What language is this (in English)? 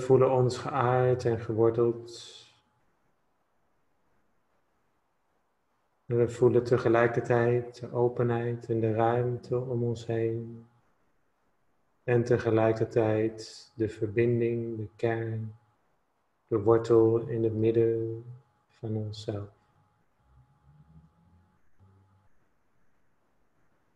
Dutch